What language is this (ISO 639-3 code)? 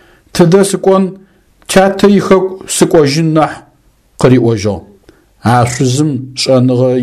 ady